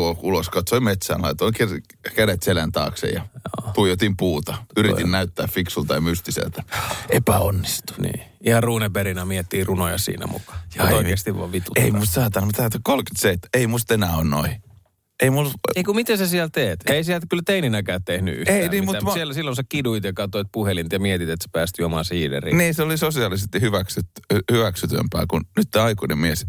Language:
Finnish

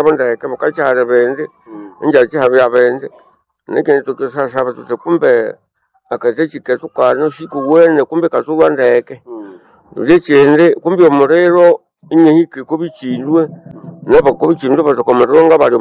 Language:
Nande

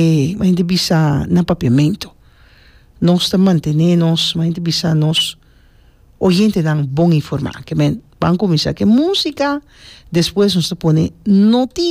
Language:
Papiamento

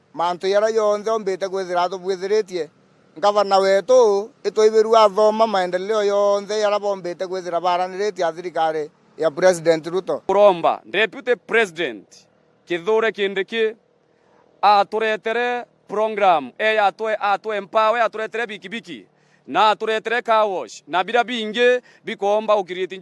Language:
Meru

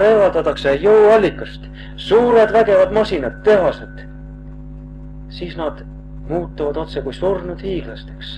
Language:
Estonian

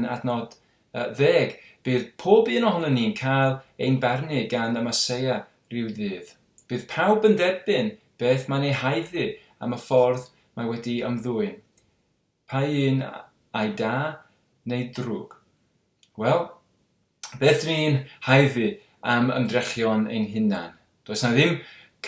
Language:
Welsh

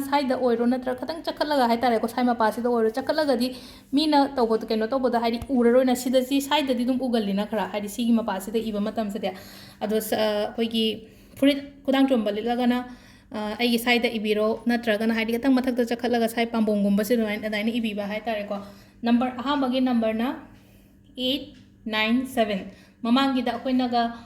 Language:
Manipuri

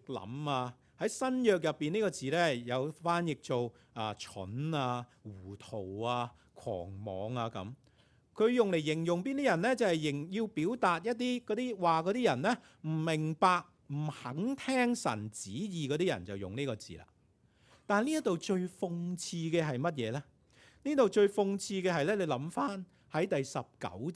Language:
Cantonese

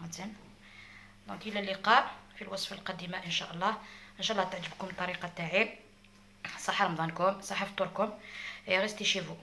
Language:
Algerian Arabic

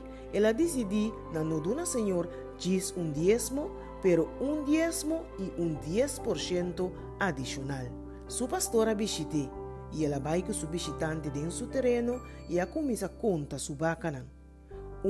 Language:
Papiamento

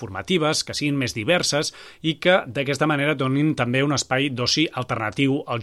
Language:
Catalan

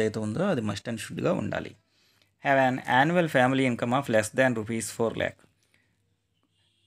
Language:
Telugu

